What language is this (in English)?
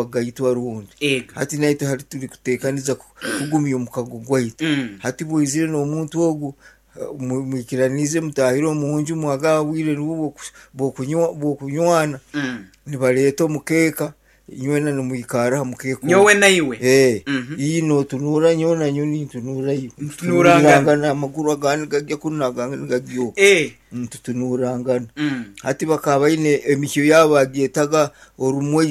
Nyankole